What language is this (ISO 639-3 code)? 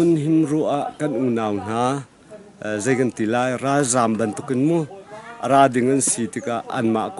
cnh